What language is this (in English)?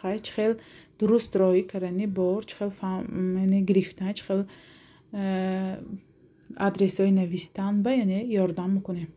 Tajik